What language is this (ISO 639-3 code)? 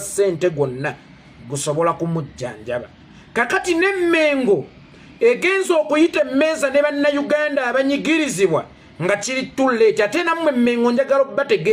lug